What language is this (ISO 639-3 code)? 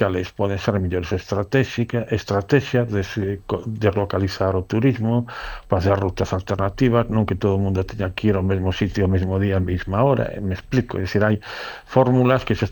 glg